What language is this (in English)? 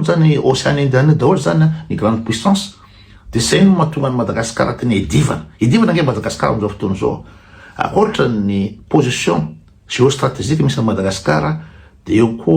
Malagasy